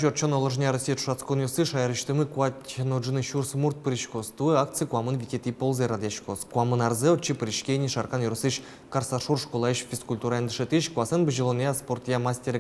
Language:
Udmurt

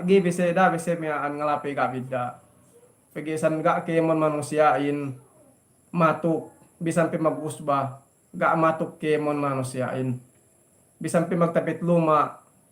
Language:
Yakan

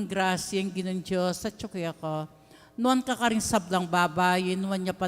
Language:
Pampanga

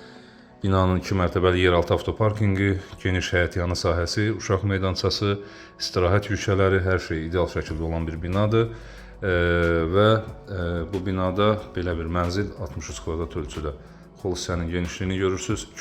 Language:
Azerbaijani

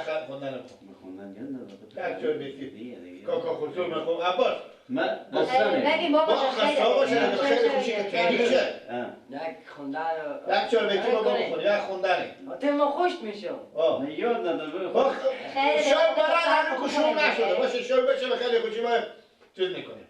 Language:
Persian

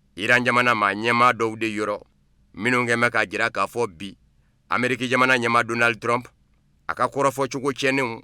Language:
Bambara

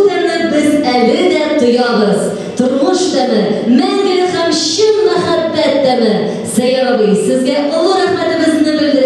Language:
Tatar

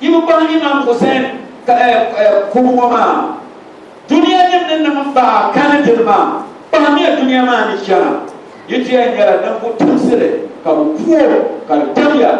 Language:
Dagbani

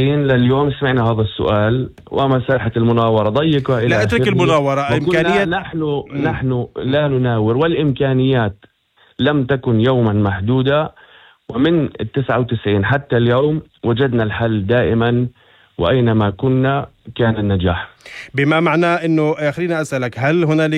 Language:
North Levantine Arabic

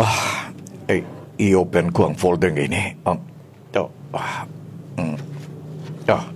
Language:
Kinaray-a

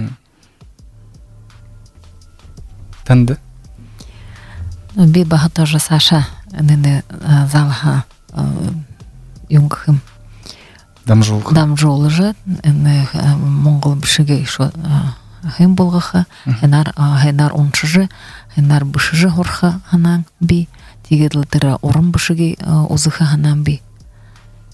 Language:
Buriat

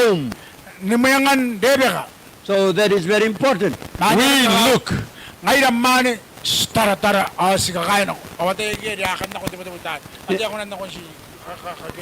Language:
Gilbertese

